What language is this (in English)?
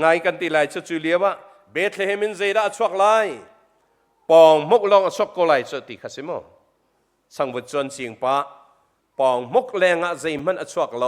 Hakha Chin